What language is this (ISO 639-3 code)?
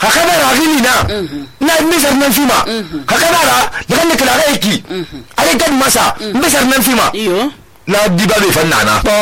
sus